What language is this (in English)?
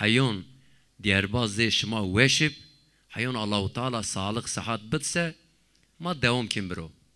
Zaza